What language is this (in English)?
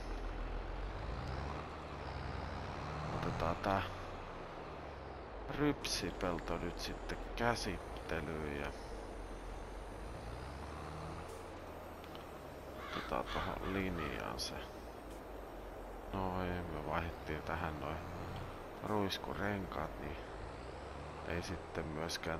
Finnish